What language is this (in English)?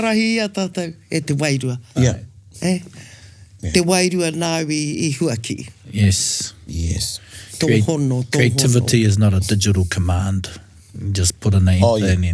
Māori